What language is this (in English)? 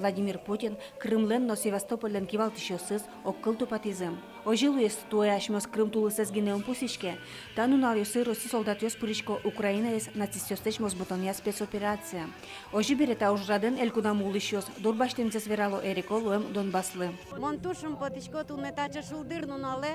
Udmurt